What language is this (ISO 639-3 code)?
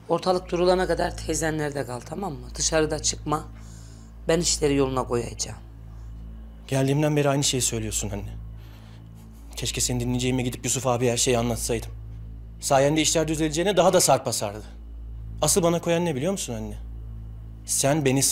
tur